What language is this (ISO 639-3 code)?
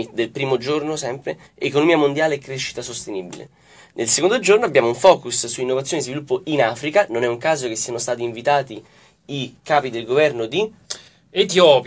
ita